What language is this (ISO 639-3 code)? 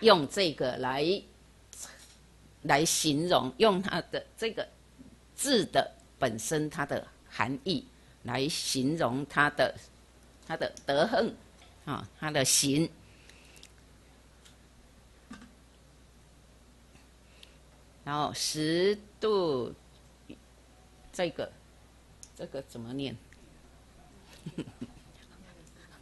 zho